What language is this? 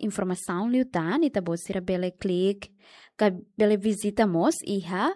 Tetum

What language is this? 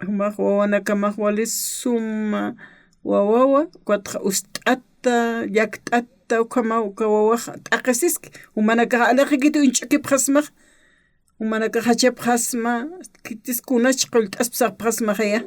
Aymara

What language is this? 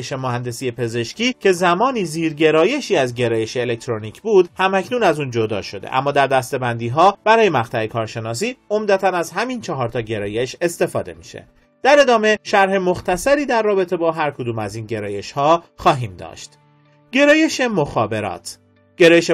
Persian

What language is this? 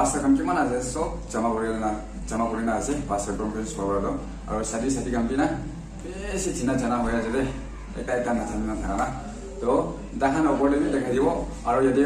Naga Pidgin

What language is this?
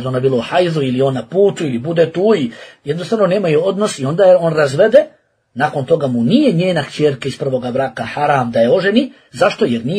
Bosnian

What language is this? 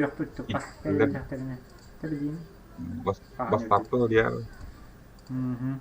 Yakut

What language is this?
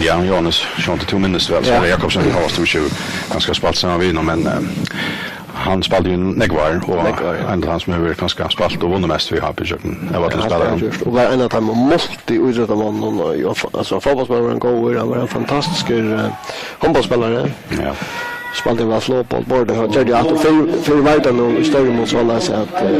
Faroese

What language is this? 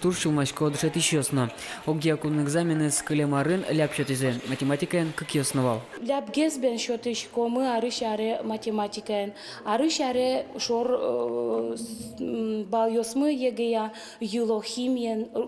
Udmurt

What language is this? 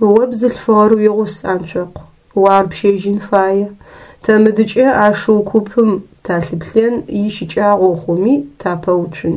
Adyghe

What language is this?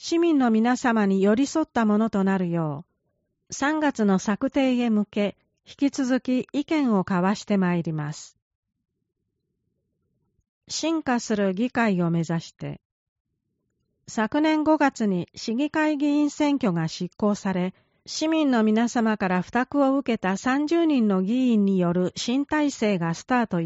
Japanese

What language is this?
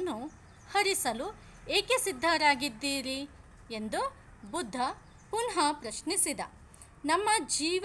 Kannada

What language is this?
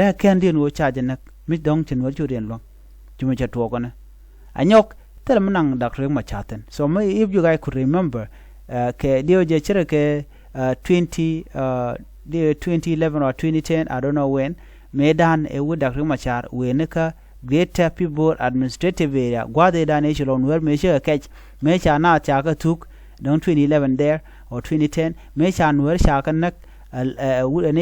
Nuer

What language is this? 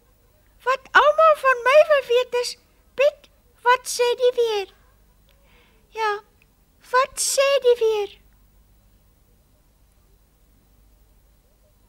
Afrikaans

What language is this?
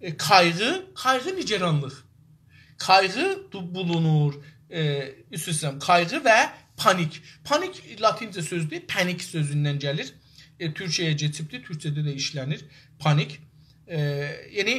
South Azerbaijani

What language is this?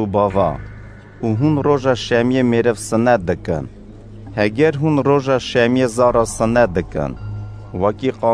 Kurdish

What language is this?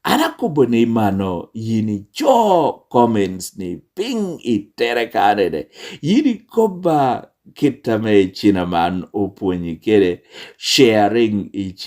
Lango (Uganda)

